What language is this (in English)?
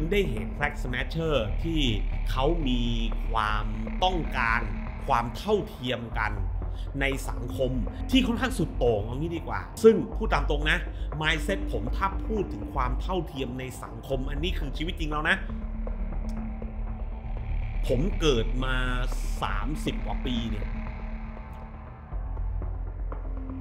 Thai